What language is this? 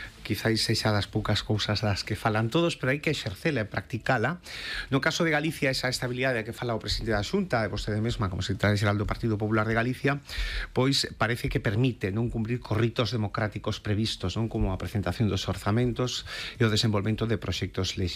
Galician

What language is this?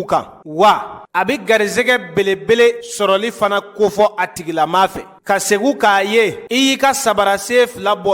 Bambara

